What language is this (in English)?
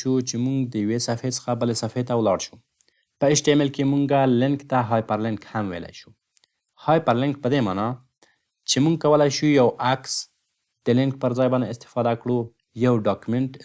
Pashto